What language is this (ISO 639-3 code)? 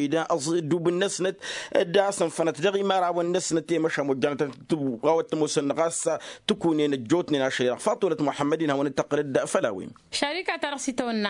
taq